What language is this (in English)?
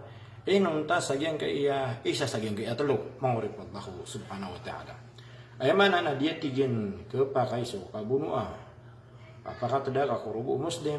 Maranao